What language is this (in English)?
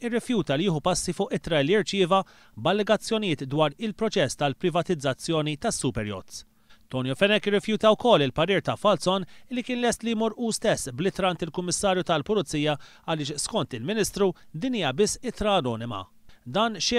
Maltese